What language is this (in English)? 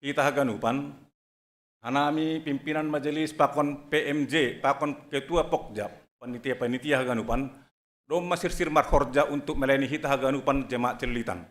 Batak Simalungun